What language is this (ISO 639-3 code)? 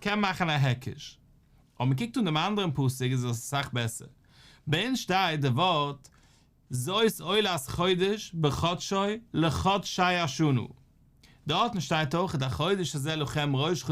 yid